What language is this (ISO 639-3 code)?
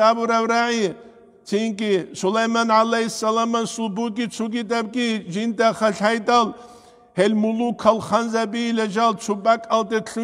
ava